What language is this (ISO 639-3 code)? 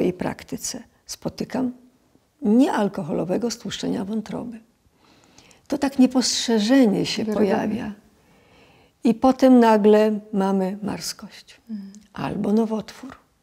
pol